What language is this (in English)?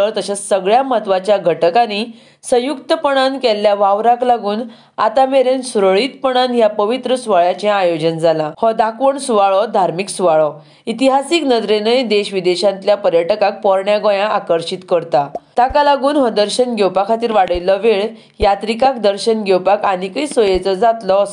Konkani